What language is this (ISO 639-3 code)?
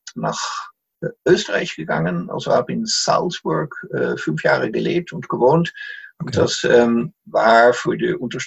deu